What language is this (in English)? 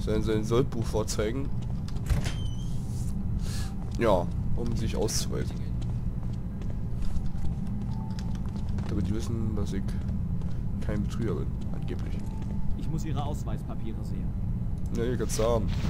German